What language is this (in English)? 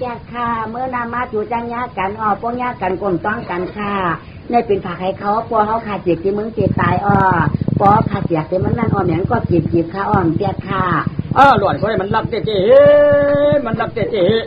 Shan